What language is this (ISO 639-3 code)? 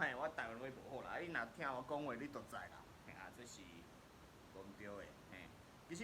nan